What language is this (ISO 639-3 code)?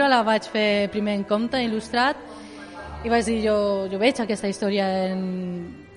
cat